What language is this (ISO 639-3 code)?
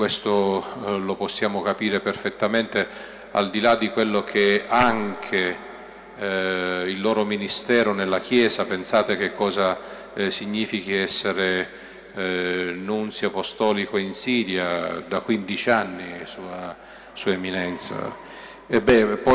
ita